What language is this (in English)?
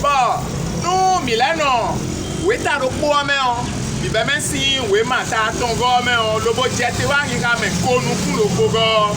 Fon